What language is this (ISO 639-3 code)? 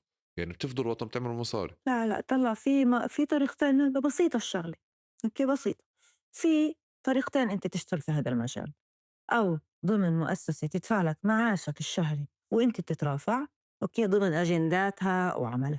apc